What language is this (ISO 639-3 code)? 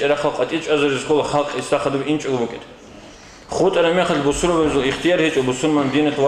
ava